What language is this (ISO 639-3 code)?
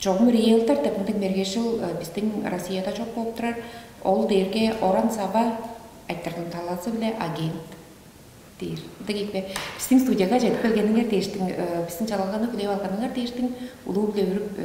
tyv